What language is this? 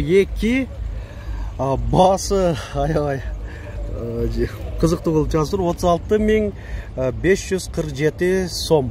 Kyrgyz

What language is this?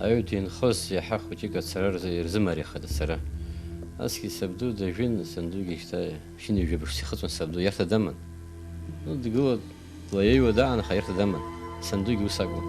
Abkhazian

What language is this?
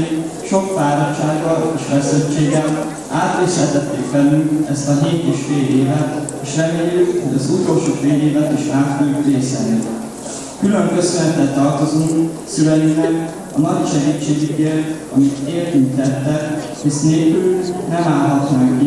Hungarian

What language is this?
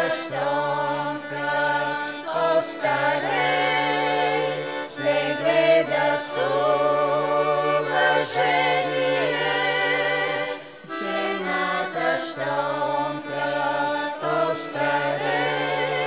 Bulgarian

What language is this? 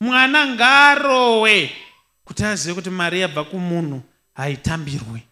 Shona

